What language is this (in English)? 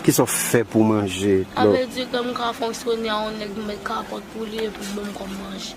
Haitian Creole